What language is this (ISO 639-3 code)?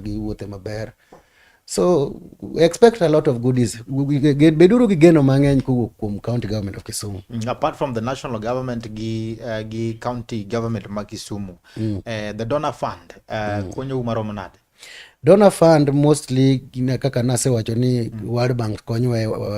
luo